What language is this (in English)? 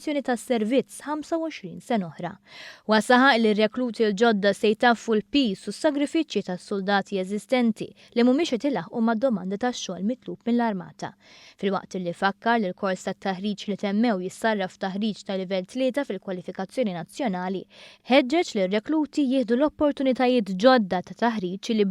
Maltese